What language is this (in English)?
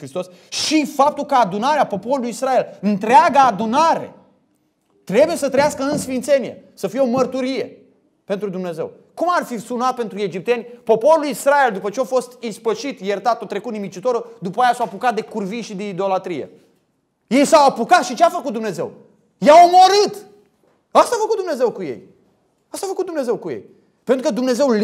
Romanian